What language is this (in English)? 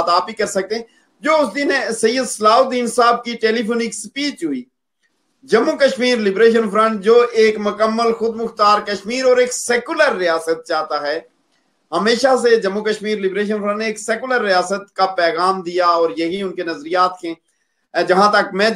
Urdu